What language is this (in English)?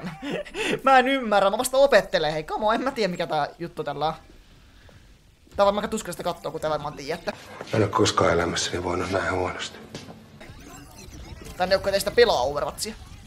Finnish